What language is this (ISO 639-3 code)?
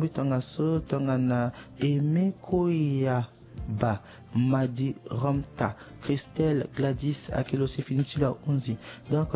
sag